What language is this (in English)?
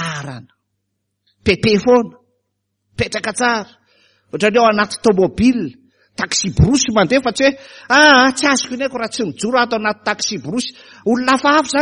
Malagasy